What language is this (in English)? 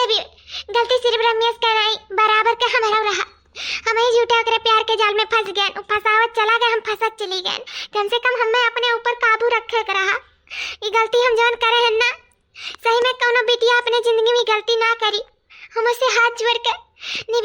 Awadhi